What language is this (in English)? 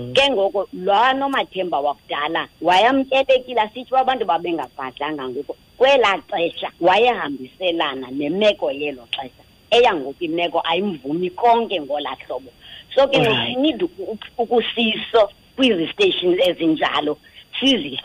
Xhosa